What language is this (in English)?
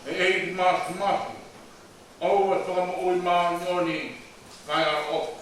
Tongan